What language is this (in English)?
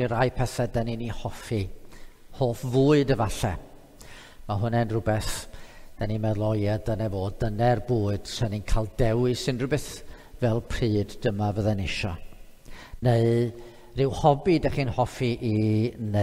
Welsh